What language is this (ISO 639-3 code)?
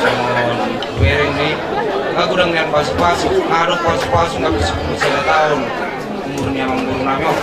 bbc